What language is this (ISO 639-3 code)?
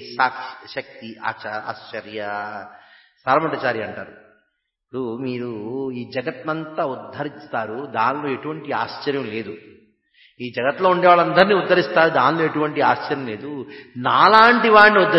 tel